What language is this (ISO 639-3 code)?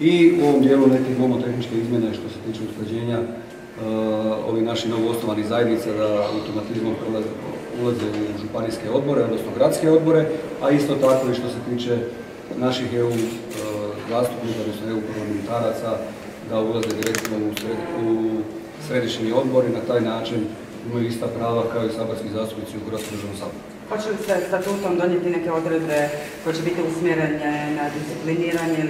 hrv